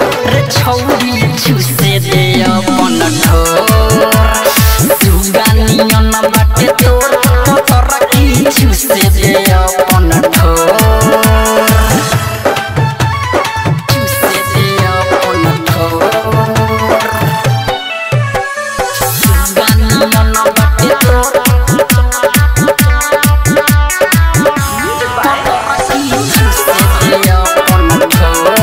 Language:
Bhojpuri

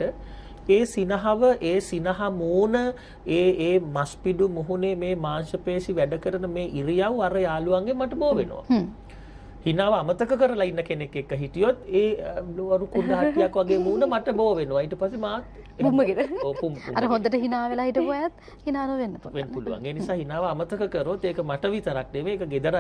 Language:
Sinhala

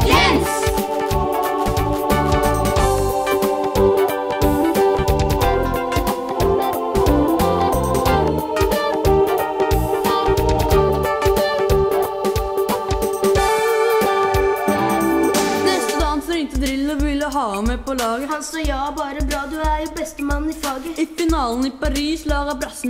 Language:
Norwegian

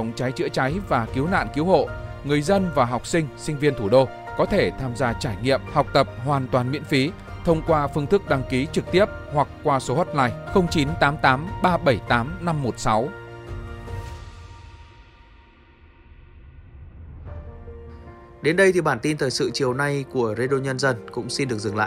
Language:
Vietnamese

